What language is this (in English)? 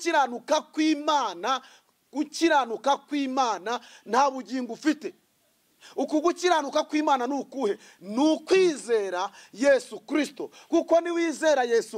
Kinyarwanda